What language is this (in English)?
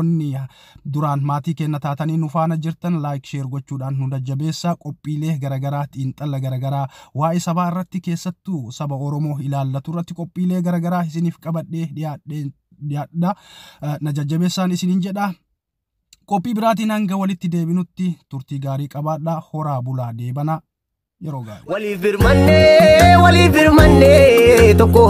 Oromo